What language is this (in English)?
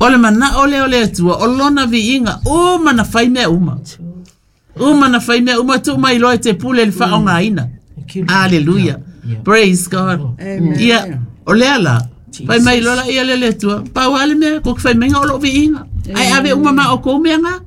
Samoan